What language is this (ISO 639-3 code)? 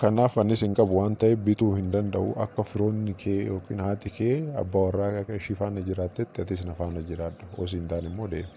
orm